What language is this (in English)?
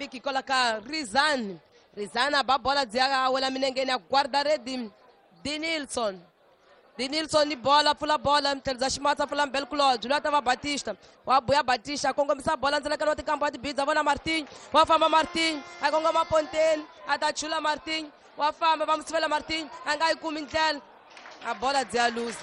Tsonga